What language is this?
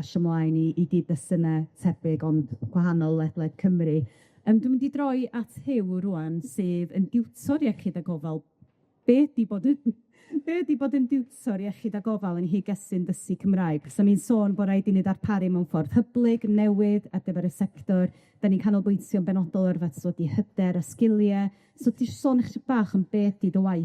Welsh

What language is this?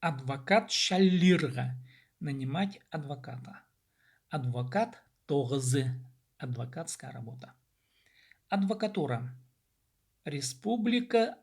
Khakas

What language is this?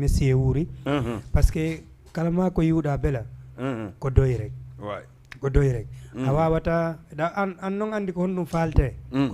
Fula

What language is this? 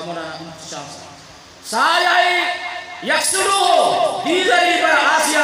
Eastern Balochi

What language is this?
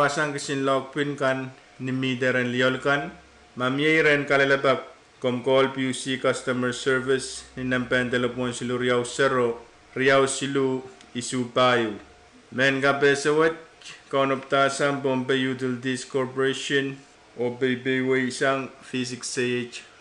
Pohnpeian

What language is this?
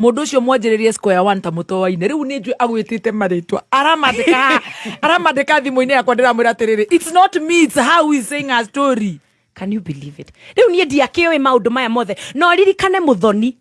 Kikuyu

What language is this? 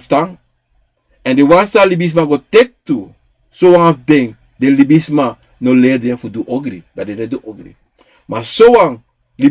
Sranan Tongo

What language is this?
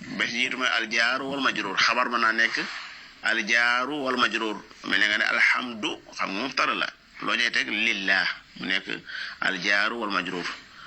Wolof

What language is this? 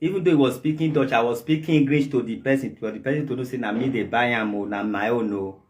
Nigerian Pidgin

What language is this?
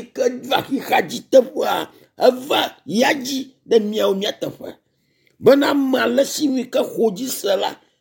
Ewe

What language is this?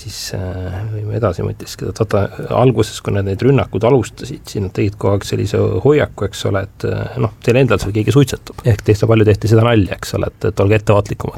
Estonian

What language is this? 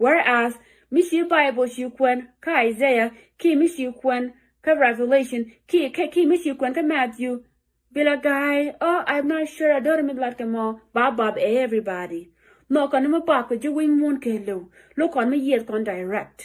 Nuer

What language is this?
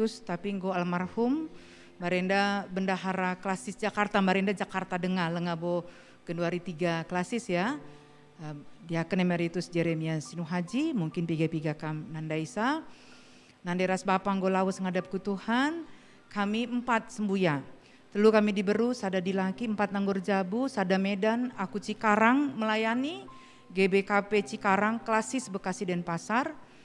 Batak Karo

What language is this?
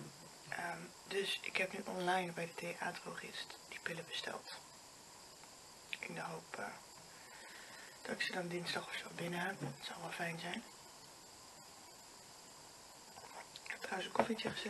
Dutch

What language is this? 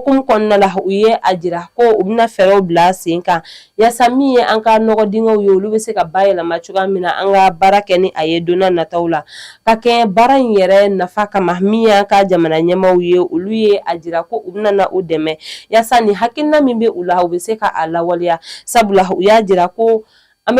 Bambara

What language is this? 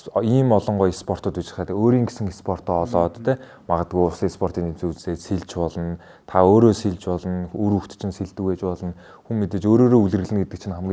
Mongolian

